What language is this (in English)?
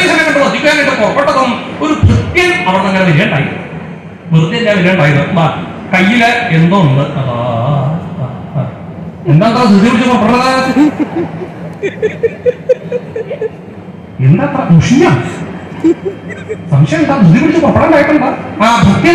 Malayalam